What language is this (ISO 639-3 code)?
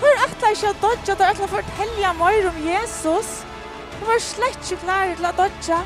fao